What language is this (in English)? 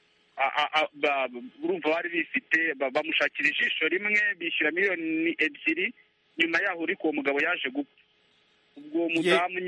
Kinyarwanda